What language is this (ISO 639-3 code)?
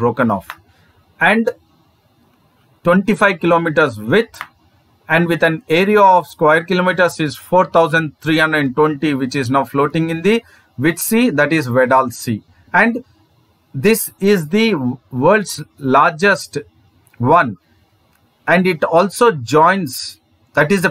eng